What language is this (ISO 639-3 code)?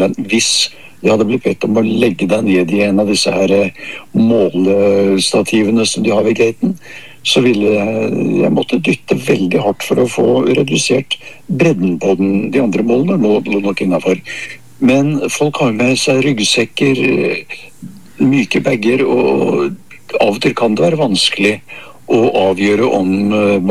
nor